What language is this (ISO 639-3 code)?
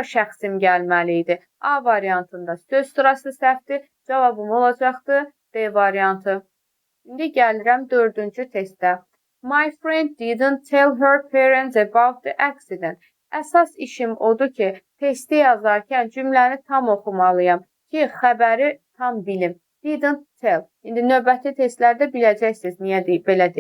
aze